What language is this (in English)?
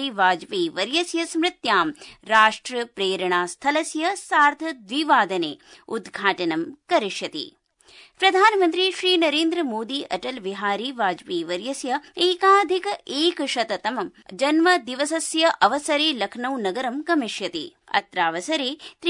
Sanskrit